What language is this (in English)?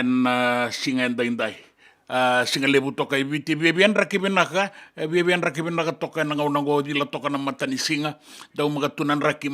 Fijian